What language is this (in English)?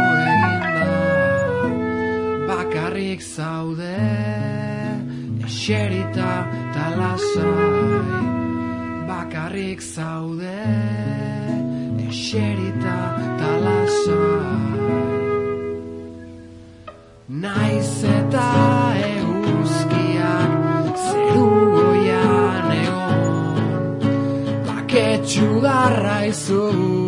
Basque